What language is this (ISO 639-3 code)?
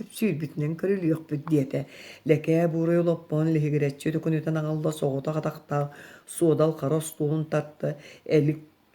sah